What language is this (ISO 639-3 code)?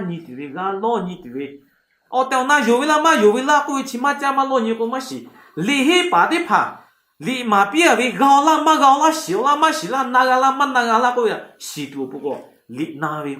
lhu